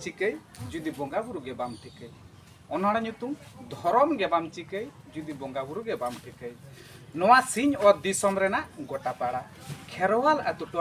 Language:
Santali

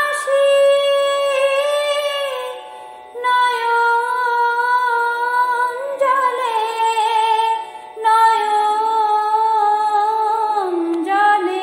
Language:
Bangla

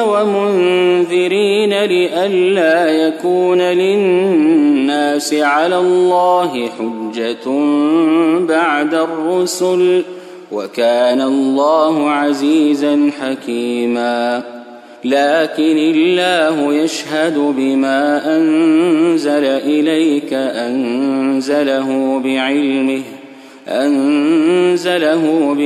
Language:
Arabic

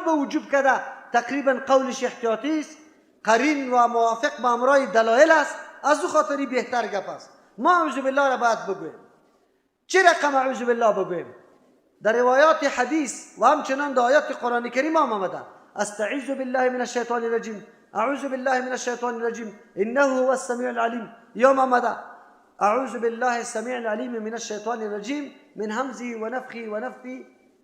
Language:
Persian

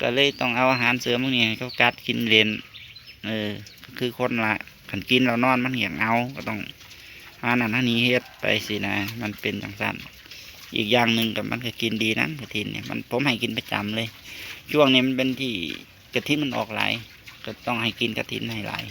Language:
Northeastern Thai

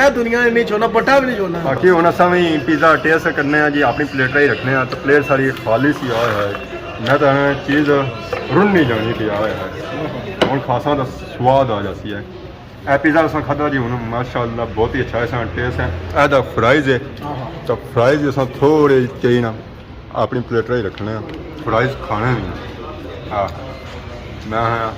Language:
Pahari-Potwari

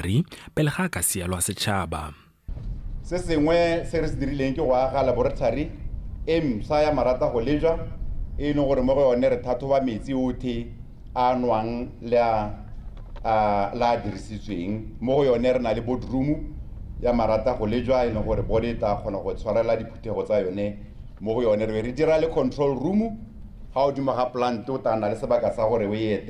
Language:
Tswana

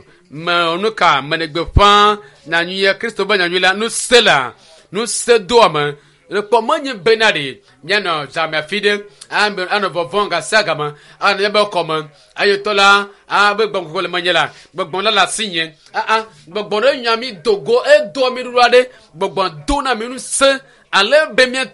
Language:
Ewe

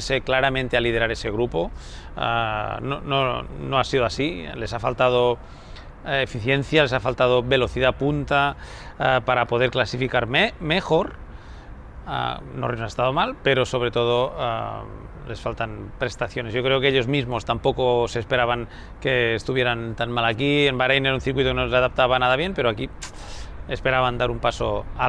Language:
Spanish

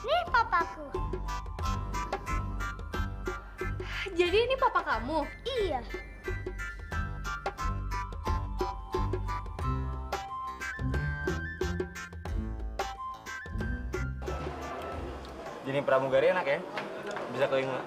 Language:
Indonesian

